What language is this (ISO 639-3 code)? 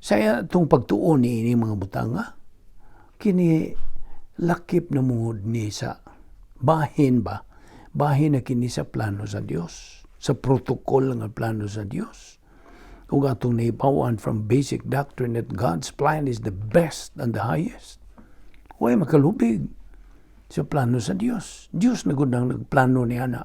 ceb